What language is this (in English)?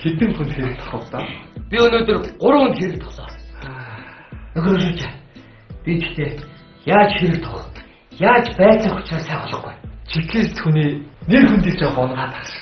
Mongolian